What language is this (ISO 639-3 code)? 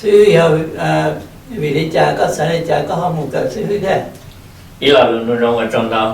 hmn